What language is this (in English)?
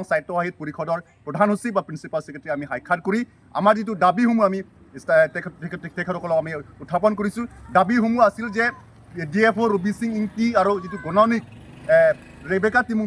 Assamese